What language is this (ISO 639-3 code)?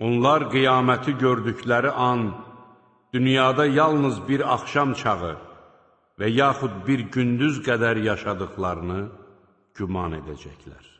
aze